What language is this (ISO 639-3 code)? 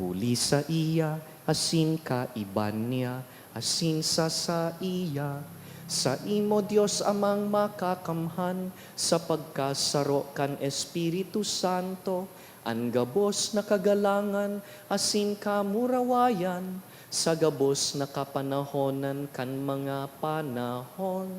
bik